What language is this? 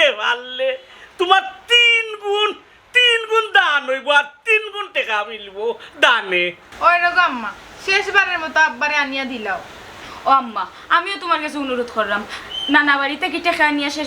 Sylheti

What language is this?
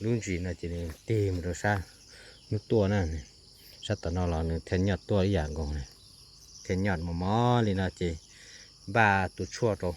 Hmong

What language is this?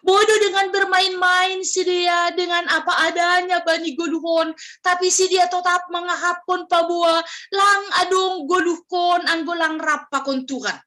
Batak Simalungun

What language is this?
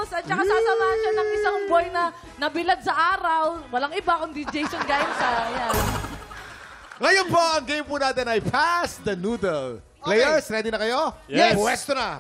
Filipino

